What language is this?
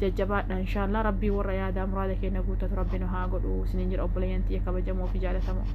Oromo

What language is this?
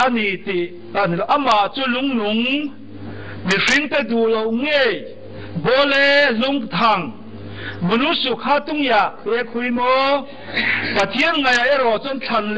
Riang (India)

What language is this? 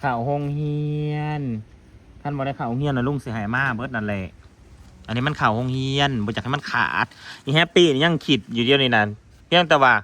Northeastern Thai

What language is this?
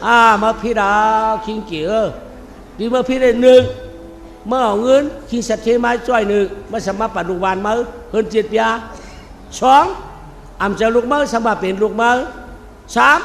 Shan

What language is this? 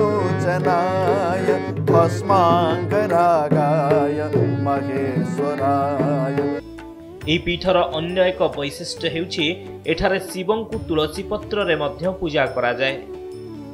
Odia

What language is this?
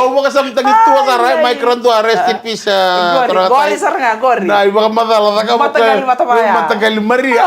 Fijian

